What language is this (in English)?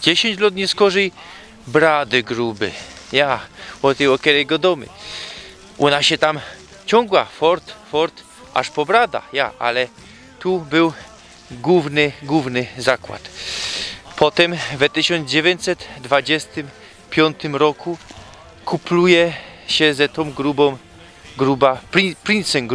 Silesian